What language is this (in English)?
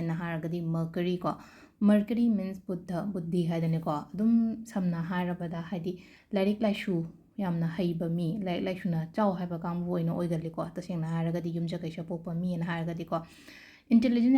Manipuri